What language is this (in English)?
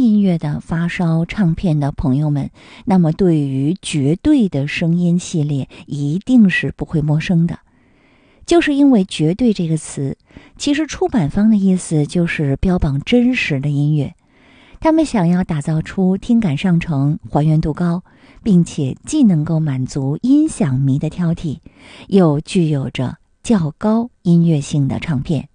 Chinese